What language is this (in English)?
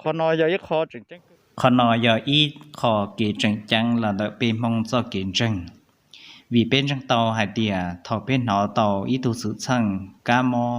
Hmong